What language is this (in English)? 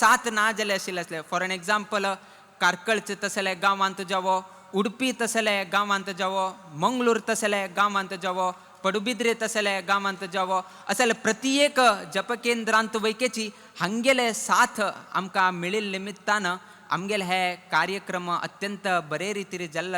Konkani